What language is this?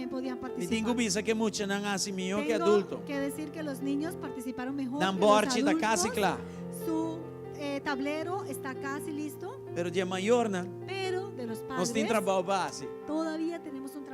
Papiamento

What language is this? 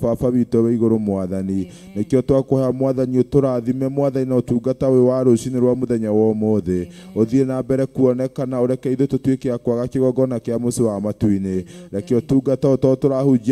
Kikuyu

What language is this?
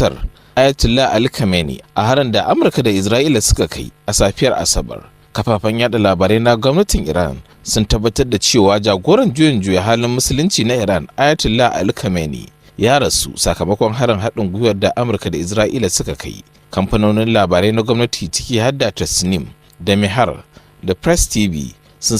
Hausa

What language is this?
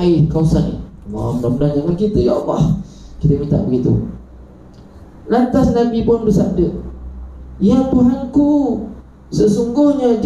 Malay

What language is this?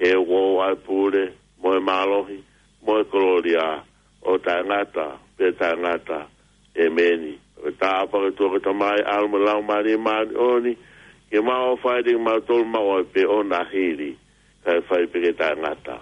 Tongan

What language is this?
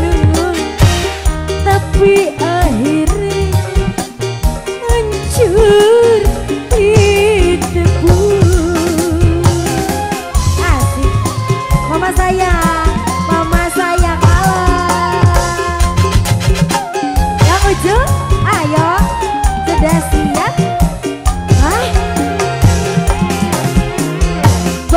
Indonesian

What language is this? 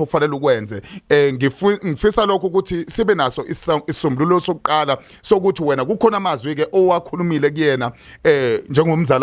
Zulu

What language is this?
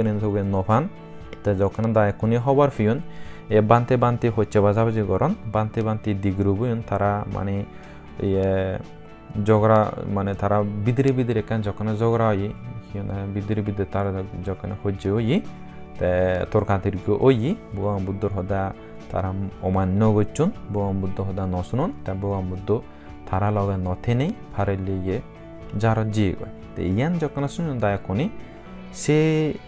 Chakma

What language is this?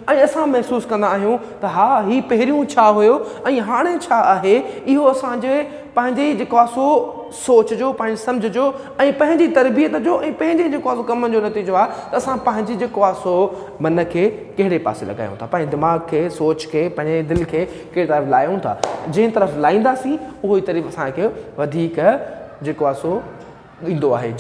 Sindhi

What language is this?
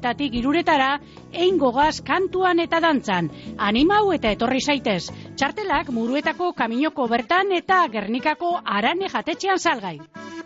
Basque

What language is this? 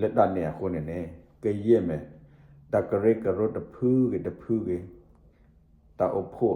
S'gaw Karen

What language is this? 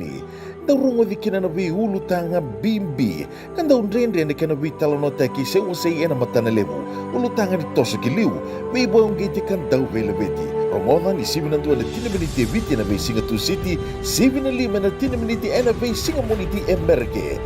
Fijian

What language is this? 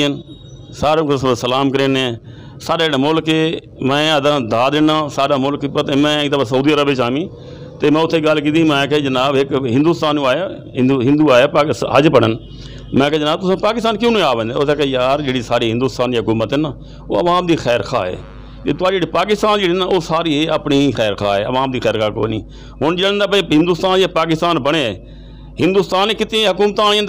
Saraiki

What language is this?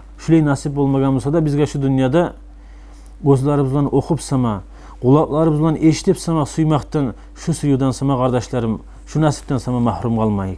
Kumyk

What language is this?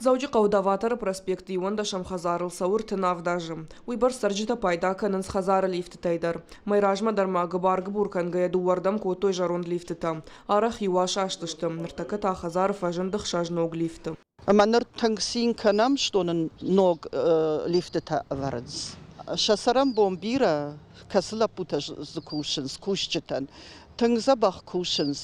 Ossetic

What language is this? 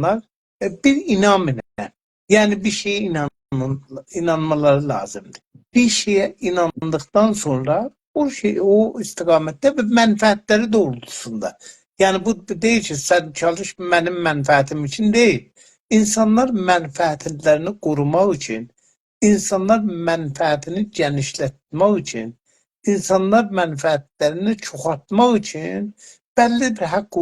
South Azerbaijani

